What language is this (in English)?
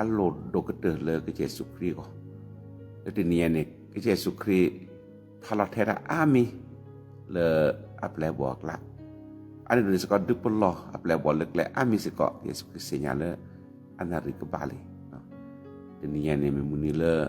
S'gaw Karen